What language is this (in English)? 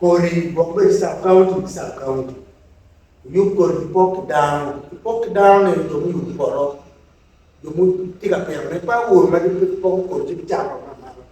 Acoli